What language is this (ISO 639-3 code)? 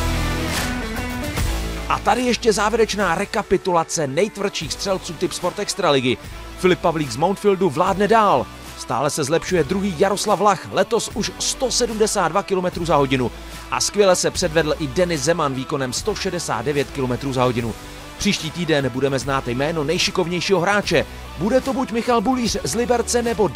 ces